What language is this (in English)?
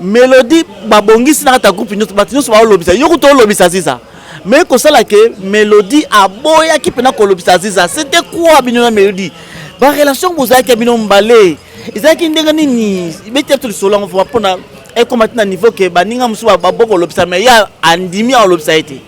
Lingala